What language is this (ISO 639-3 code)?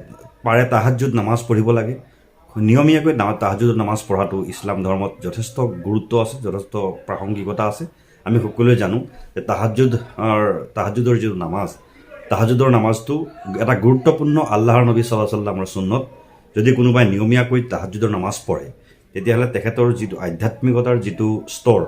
asm